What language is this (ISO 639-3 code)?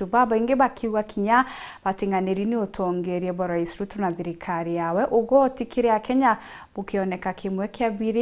mer